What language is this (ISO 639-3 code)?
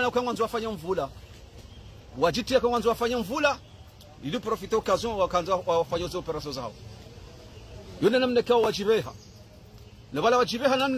swa